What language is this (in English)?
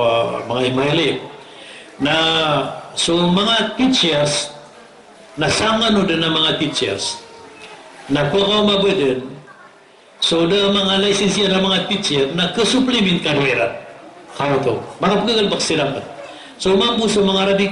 Maranao